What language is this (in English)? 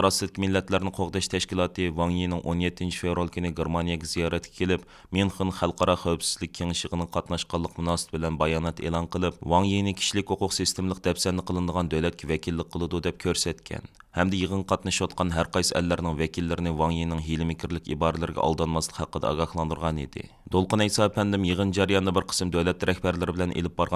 Uyghur